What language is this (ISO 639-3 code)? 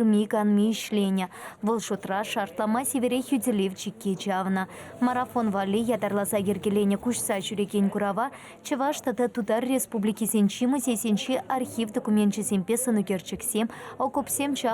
chv